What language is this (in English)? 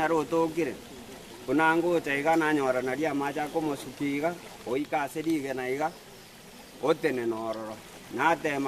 Gusii